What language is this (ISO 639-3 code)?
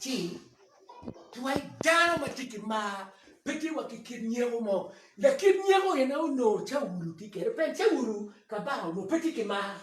ach